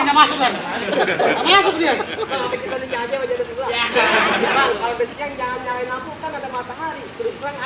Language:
Betawi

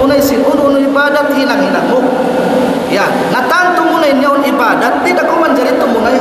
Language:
Tausug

